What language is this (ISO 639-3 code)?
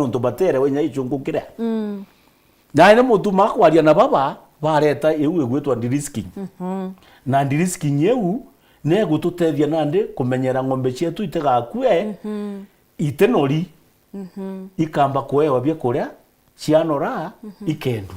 mer